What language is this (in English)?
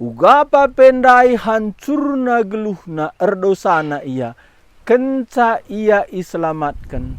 Batak Karo